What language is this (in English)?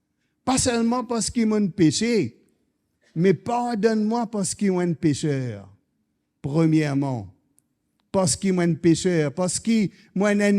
Morisyen